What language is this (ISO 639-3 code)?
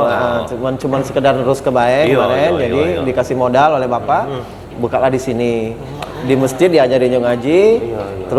mui